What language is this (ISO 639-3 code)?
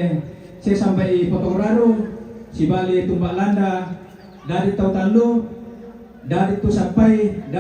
sda